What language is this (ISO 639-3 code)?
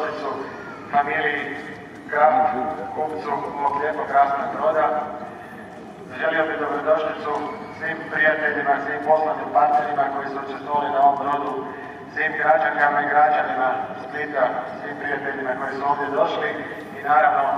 hrv